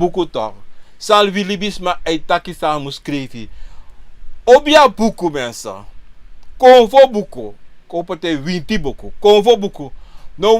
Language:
Sranan Tongo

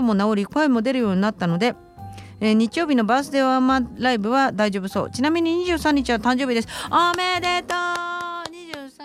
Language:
Japanese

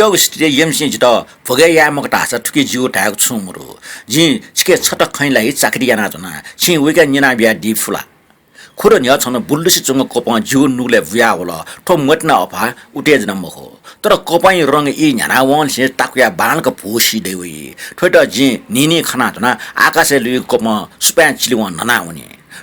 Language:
Newari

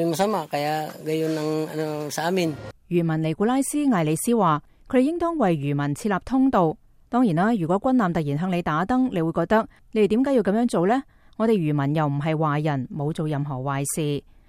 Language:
Cantonese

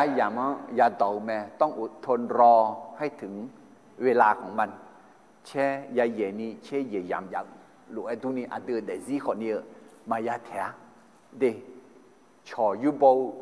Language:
Akha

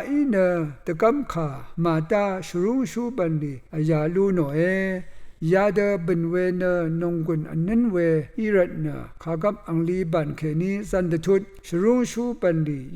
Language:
Rawang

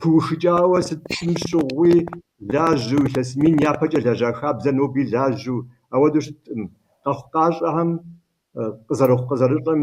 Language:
Kabardian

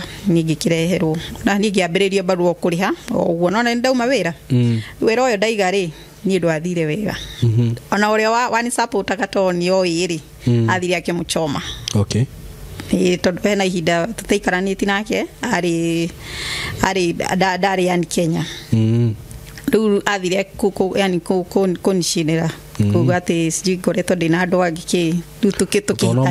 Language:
Kikuyu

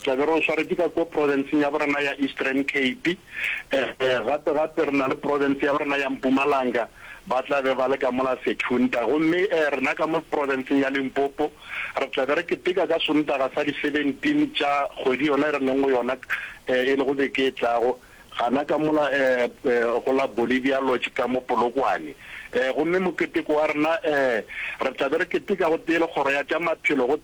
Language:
Northern Sotho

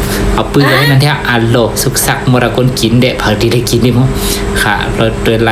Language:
Shan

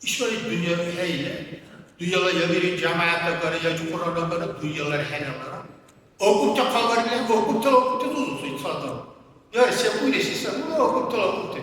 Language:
Dargwa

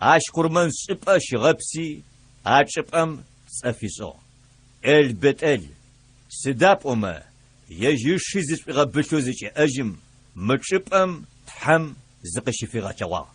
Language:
Adyghe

